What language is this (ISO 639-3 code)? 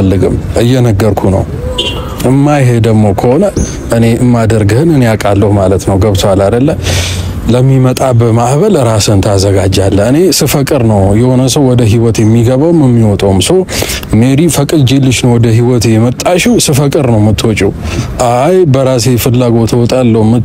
amh